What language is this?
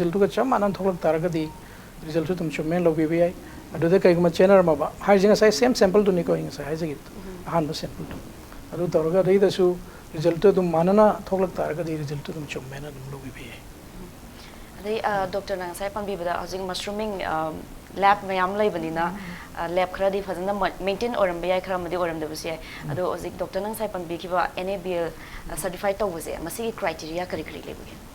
Manipuri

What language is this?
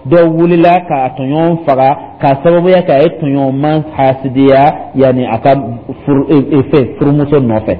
Dyula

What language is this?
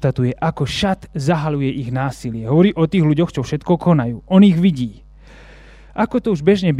Slovak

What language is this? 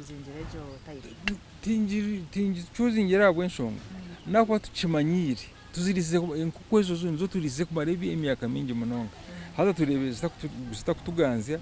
Nyankole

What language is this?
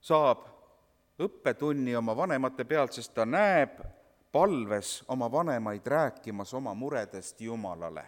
Estonian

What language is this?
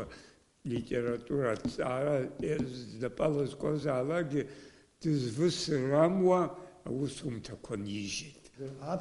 Abkhazian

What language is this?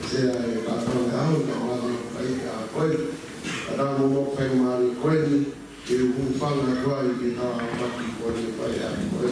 Tongan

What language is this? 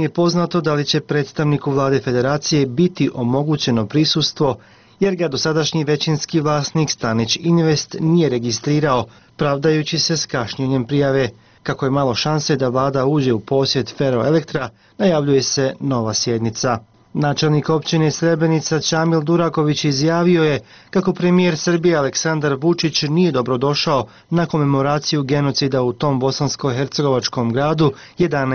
Bosnian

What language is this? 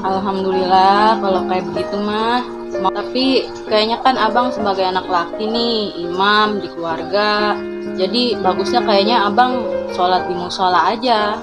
Betawi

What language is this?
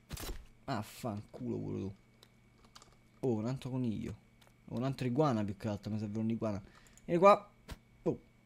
Italian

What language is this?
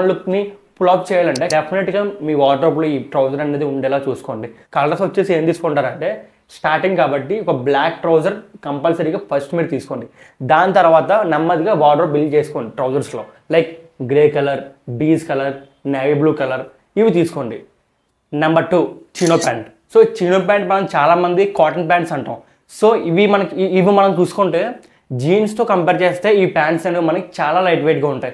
Telugu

